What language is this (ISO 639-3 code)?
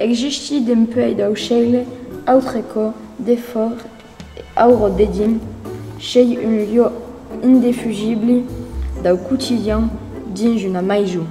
oci